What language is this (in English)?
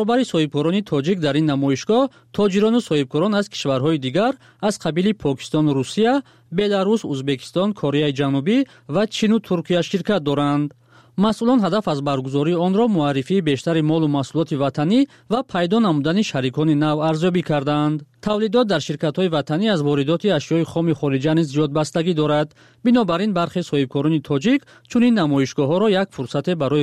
Tajik